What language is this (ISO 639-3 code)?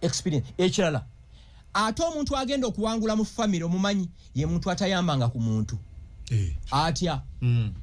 lug